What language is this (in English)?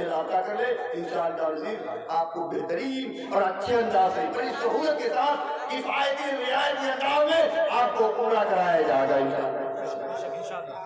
Urdu